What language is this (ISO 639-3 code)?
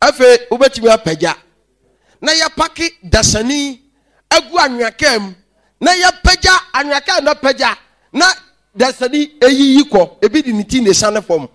aka